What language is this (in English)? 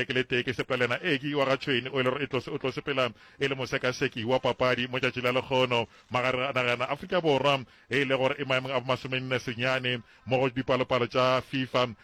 Northern Sotho